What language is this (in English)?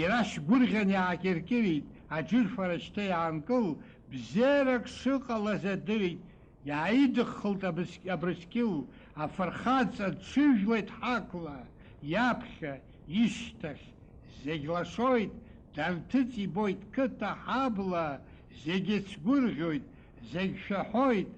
Abkhazian